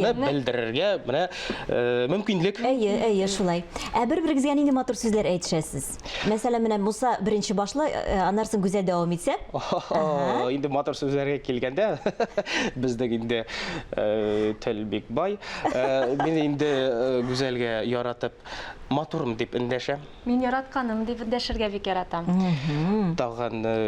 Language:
Tatar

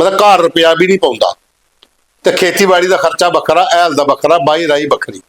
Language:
Dogri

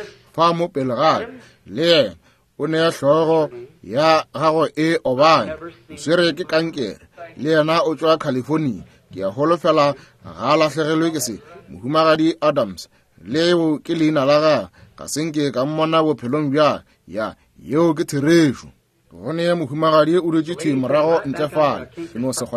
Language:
Northern Sotho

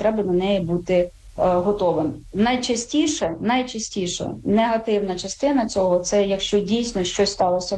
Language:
Ukrainian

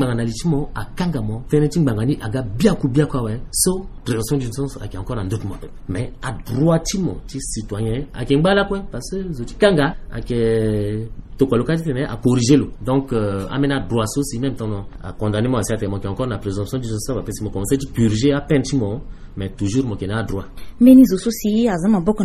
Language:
Sango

